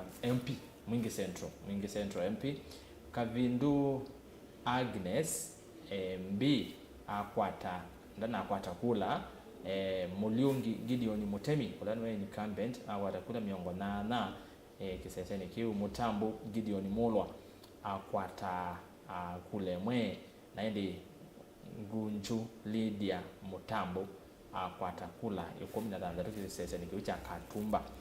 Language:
Kamba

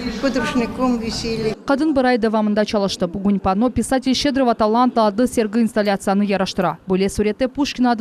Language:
Crimean Tatar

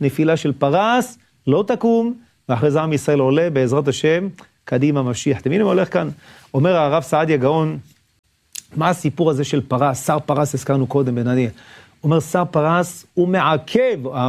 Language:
Hebrew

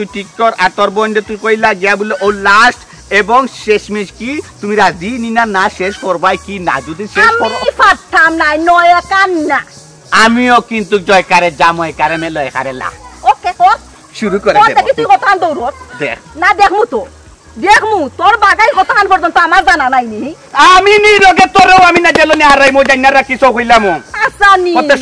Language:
Sylheti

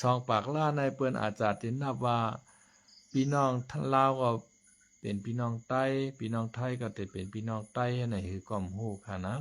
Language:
Shan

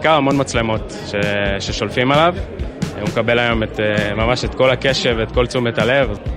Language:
Hebrew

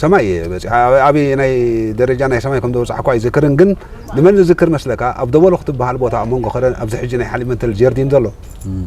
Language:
Tigrinya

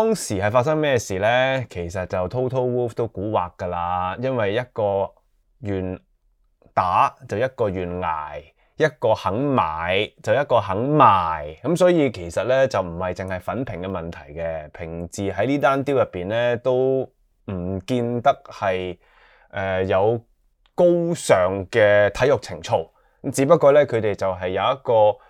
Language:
Cantonese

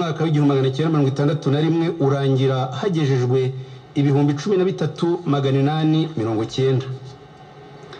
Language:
Kinyarwanda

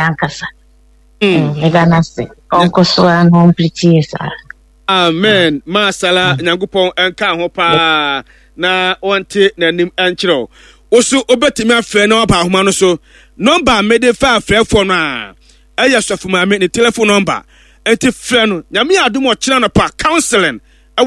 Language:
Akan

